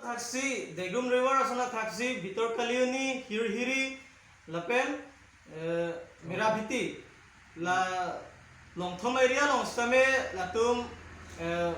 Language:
Karbi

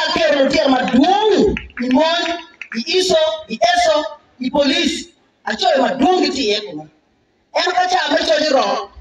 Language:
Acoli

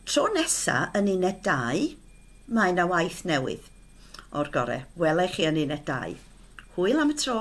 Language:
Welsh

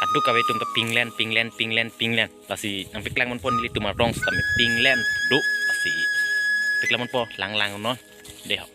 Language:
Karbi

